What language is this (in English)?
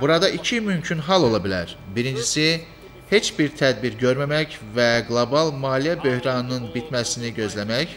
Azerbaijani